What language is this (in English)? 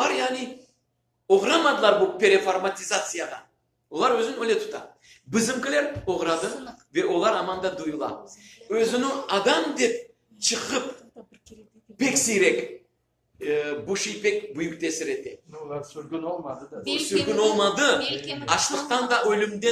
Crimean Tatar